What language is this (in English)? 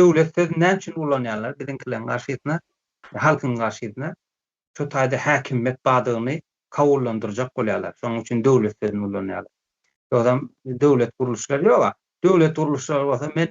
Turkmen